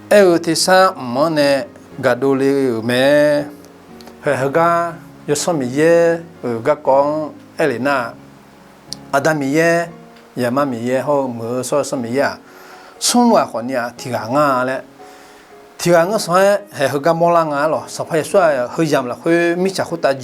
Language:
Akha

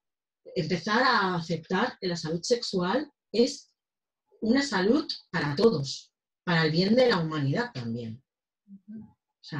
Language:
Spanish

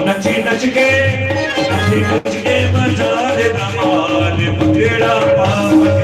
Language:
Dogri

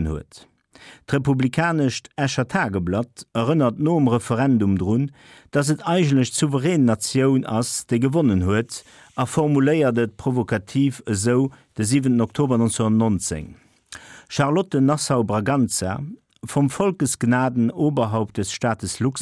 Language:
Luxembourgish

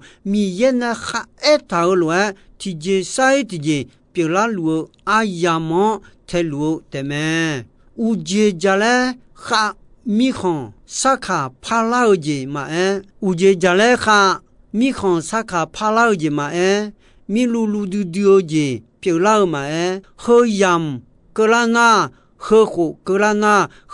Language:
Akha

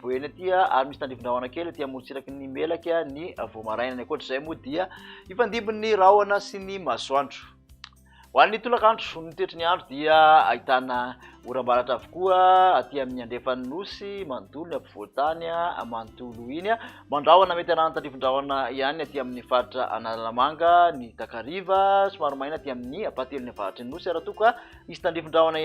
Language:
Malagasy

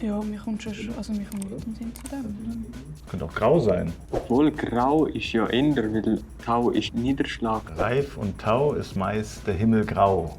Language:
Swiss German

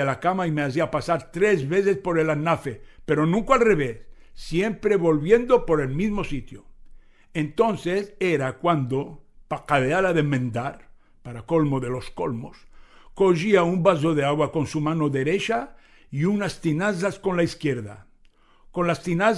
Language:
Ladino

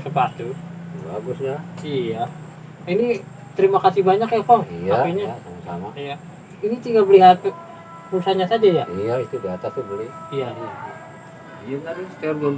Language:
Betawi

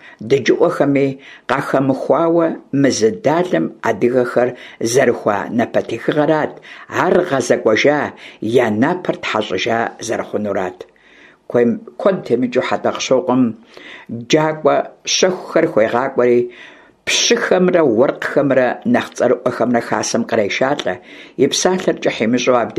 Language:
Kabardian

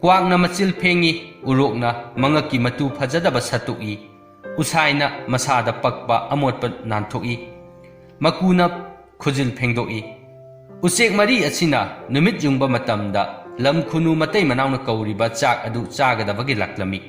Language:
Manipuri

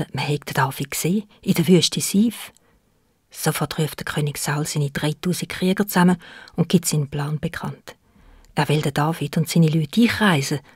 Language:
Swiss German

